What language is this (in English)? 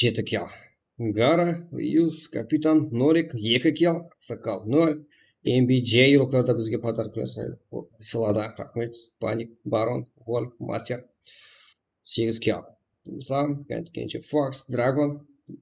Kara-Kalpak